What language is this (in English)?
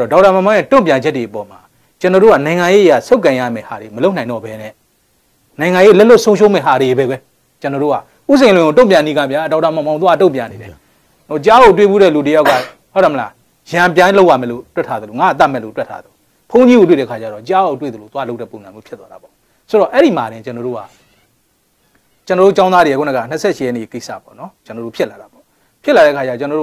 Burmese